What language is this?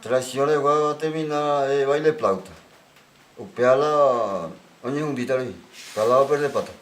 Guarani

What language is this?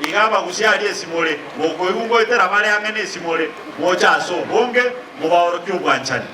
Gusii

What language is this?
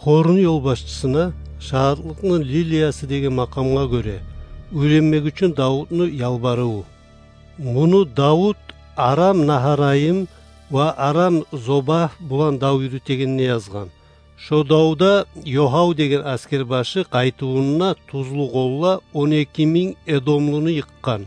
Kumyk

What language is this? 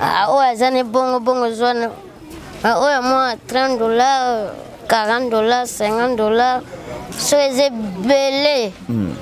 Lingala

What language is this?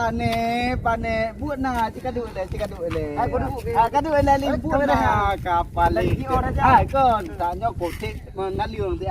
Achinese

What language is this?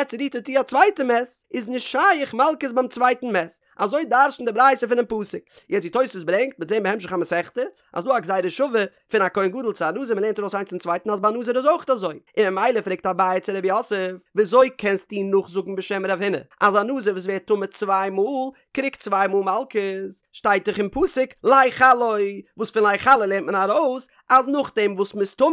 Yiddish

